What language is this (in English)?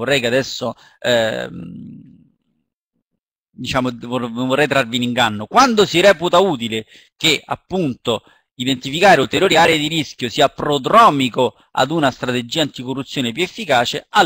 Italian